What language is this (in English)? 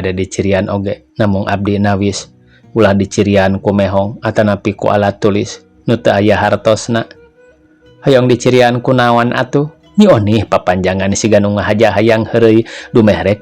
Sundanese